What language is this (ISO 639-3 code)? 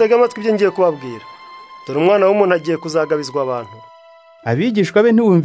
kin